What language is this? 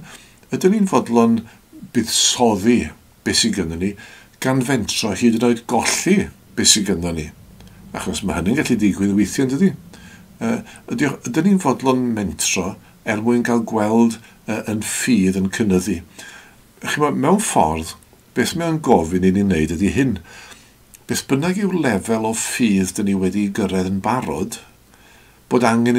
Welsh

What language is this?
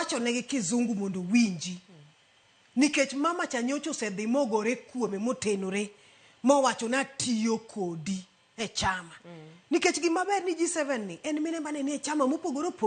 Luo (Kenya and Tanzania)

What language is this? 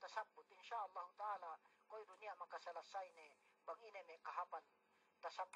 Yakan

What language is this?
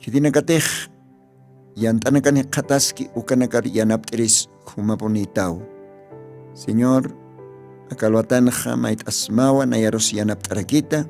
Aymara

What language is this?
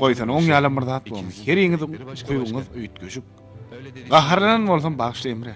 Turkmen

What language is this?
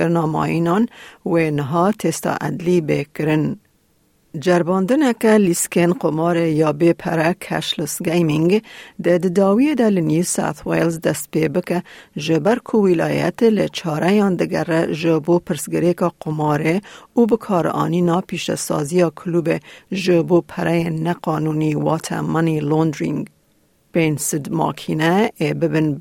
Kurdish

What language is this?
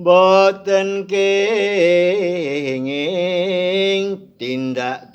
Javanese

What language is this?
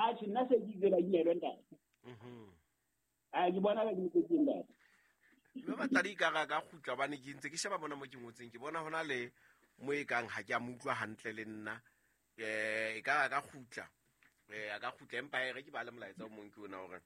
Southern Sotho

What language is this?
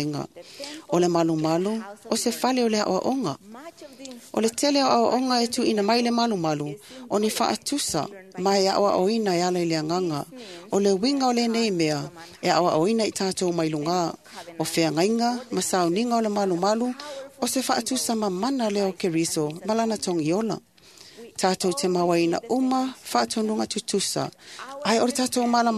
Samoan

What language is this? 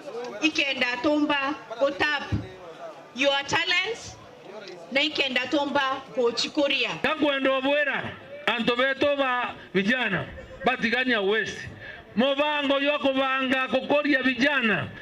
Meru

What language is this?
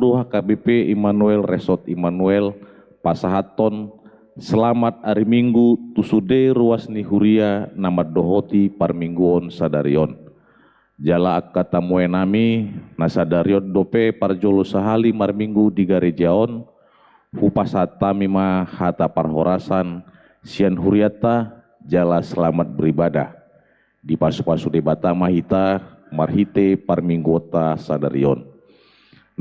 Batak Toba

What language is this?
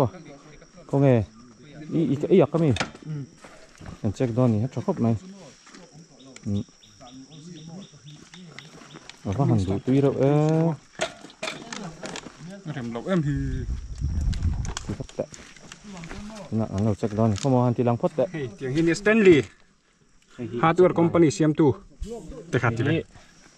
Vietnamese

